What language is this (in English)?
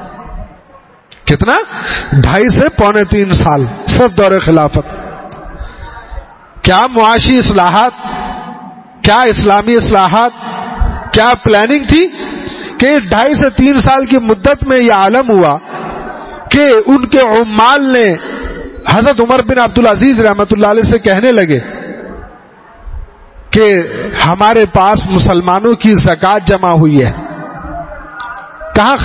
Urdu